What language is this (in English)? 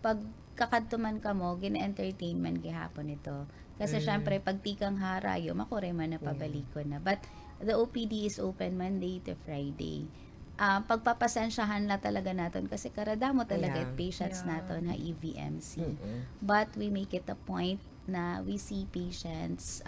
Waray